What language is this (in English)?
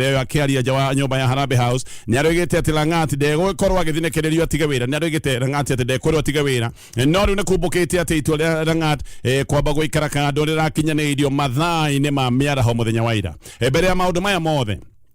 Kikuyu